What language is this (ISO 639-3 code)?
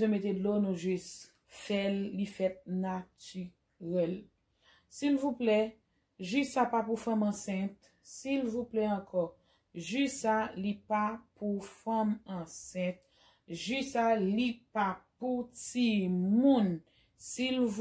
hat